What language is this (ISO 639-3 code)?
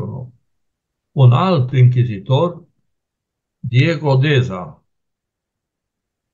ron